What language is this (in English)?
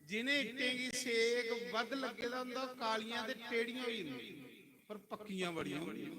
Dogri